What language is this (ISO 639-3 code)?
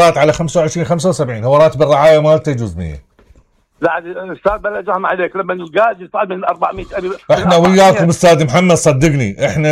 acm